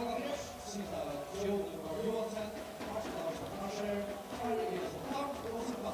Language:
Faroese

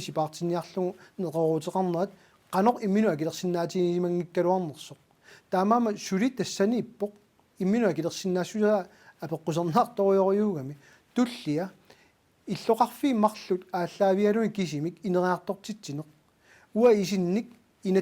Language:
Kalaallisut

